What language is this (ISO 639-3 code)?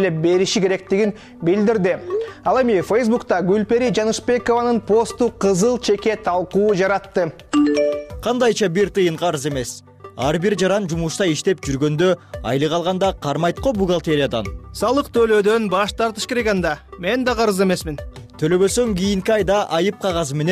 kir